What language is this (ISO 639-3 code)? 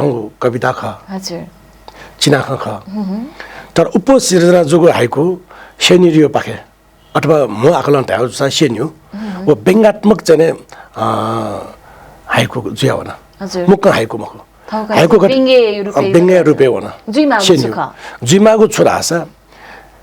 new